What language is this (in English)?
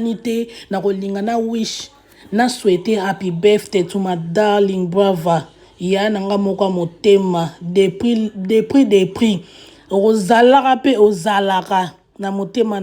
Lingala